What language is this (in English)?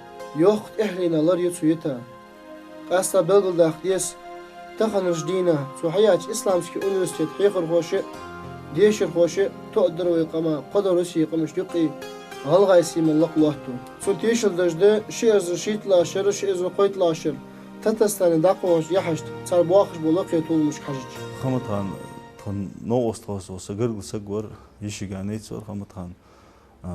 Ingush